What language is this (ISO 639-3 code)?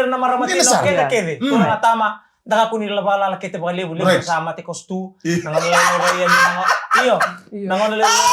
fij